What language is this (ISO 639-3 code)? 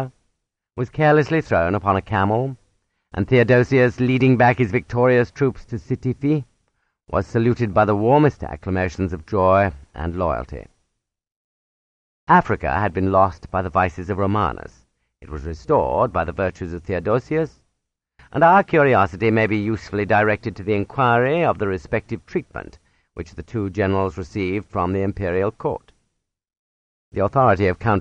eng